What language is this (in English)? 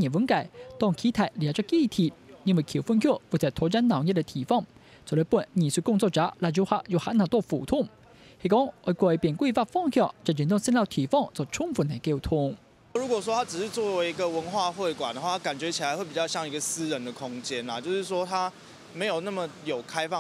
Hakka Chinese